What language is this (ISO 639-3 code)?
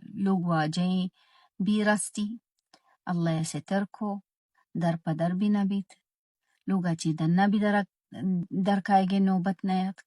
bal